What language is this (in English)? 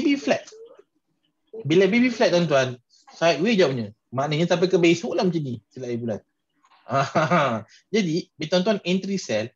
Malay